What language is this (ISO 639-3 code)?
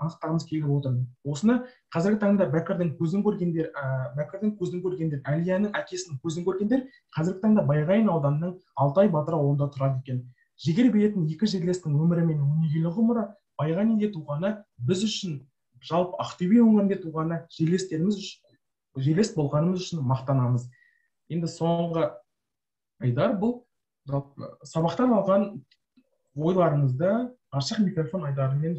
kaz